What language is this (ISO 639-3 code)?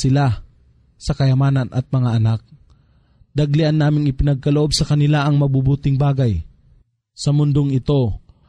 fil